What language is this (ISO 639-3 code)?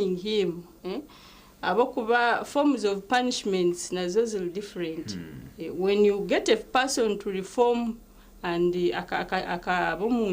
nyn